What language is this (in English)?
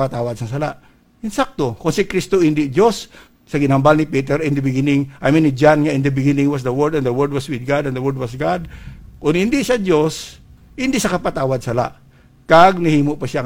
Hiligaynon